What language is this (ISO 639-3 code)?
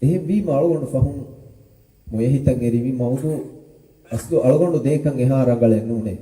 div